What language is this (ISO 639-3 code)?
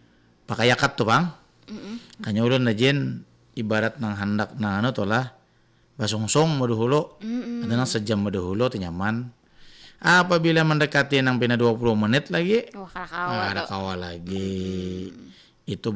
bjn